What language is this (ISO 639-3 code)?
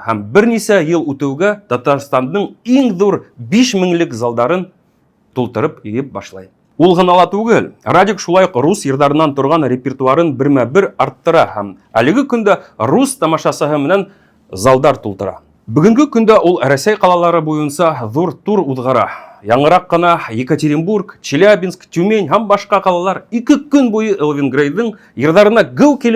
bak